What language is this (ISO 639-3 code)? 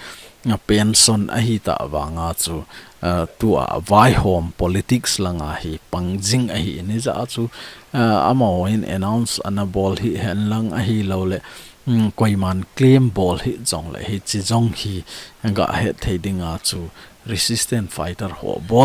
tcz